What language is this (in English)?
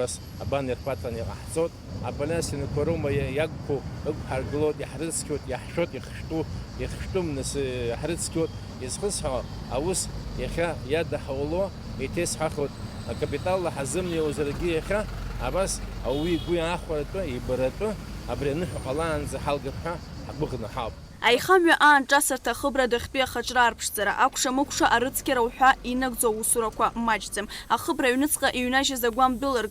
Abkhazian